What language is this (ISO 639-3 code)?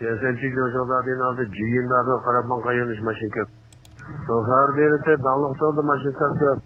uig